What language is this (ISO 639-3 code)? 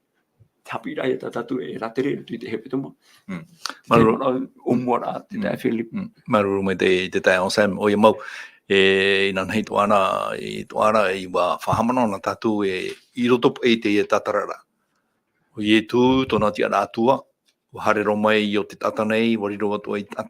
tah